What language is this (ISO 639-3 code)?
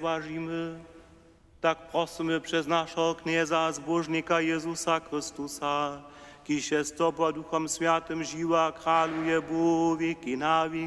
hsb